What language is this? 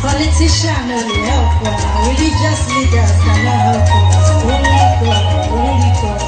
Nigerian Pidgin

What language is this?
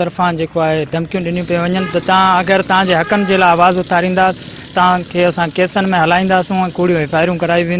Sindhi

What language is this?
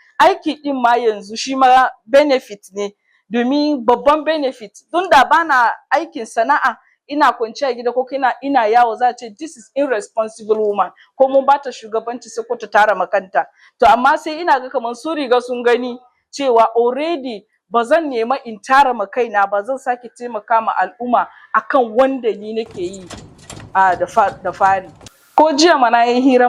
Hausa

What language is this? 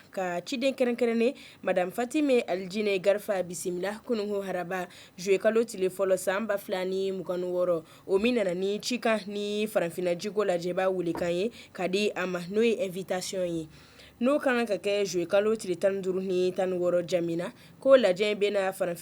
Bambara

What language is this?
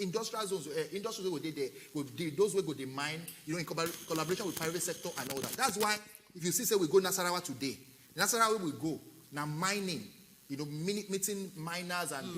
Nigerian Pidgin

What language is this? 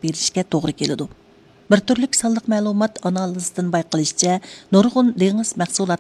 Uyghur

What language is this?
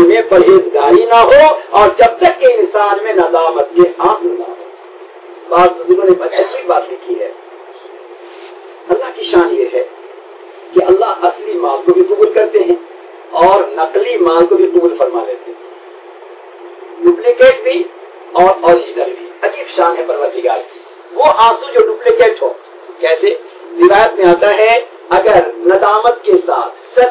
Urdu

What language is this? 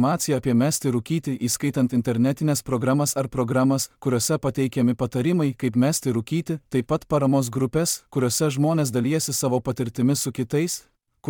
Lithuanian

